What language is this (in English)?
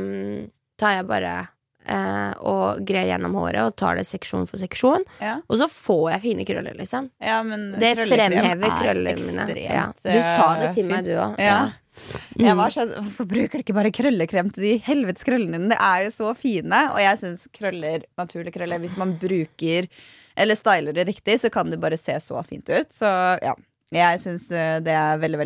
Norwegian